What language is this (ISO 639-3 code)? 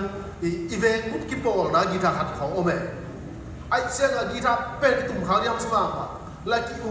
ctd